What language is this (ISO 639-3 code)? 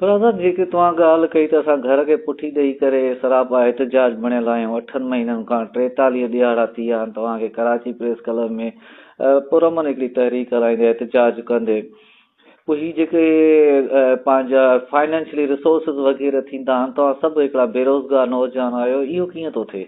snd